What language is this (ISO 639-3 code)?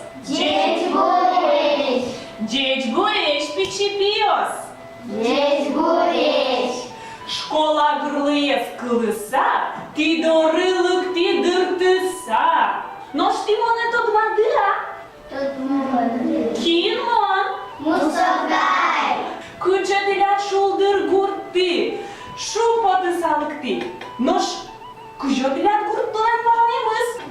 udm